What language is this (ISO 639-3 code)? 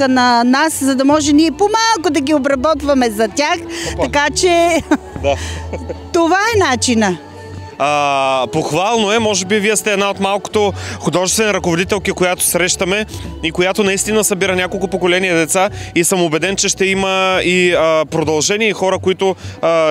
bul